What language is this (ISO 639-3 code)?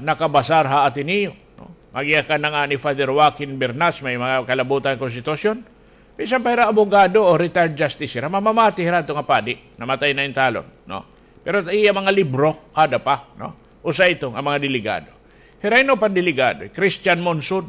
war